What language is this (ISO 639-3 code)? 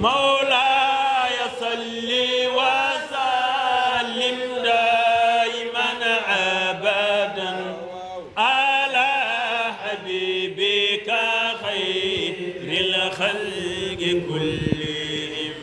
ful